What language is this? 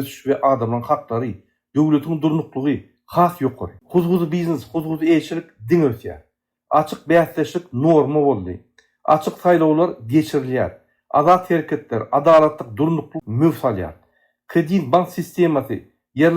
Turkmen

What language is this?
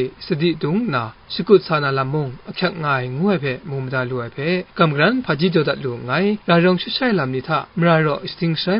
Kachin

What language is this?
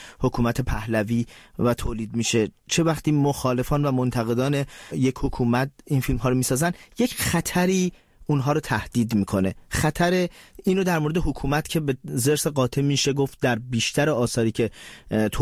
Persian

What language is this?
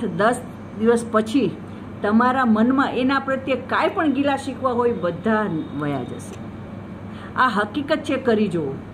Gujarati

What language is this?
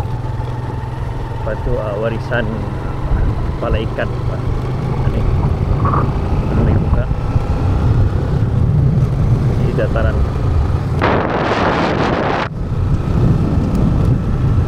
Malay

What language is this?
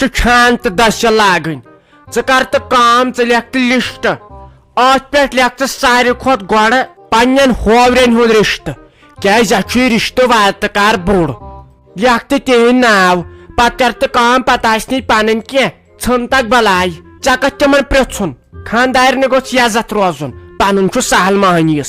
Kashmiri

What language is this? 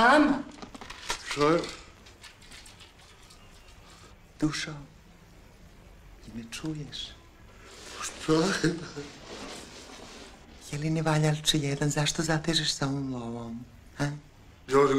Serbian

